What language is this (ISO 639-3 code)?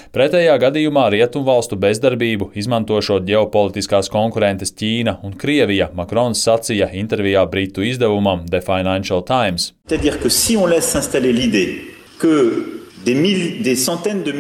lav